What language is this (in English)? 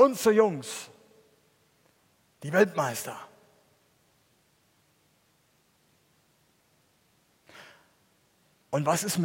German